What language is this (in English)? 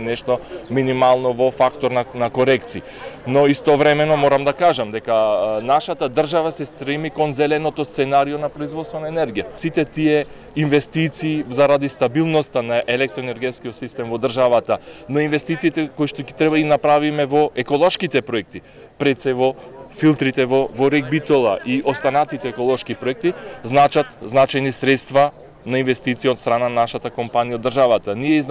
Macedonian